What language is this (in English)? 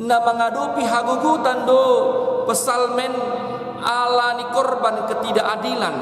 Batak Toba